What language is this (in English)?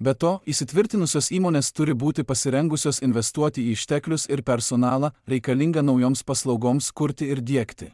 Lithuanian